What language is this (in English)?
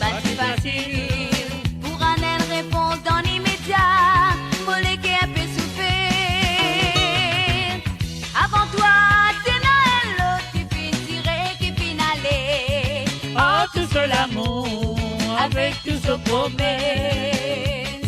Morisyen